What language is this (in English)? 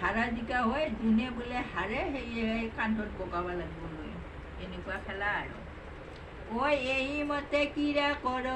Assamese